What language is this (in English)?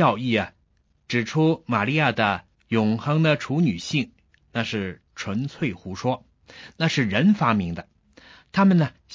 Chinese